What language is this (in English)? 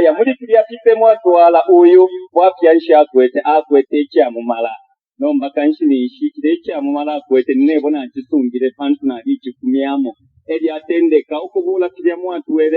Bemba